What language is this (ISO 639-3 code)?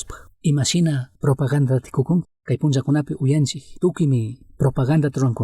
qug